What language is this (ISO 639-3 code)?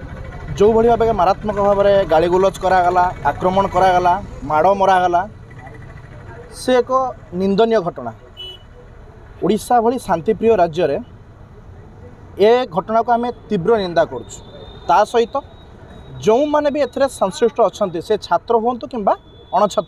ori